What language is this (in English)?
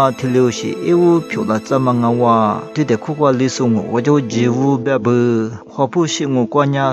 Lisu